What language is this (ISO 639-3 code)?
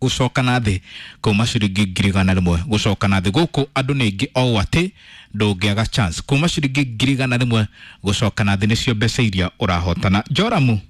kik